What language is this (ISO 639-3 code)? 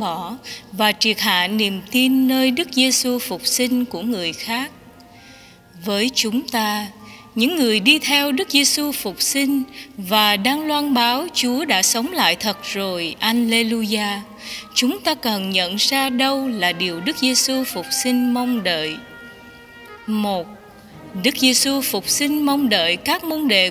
vie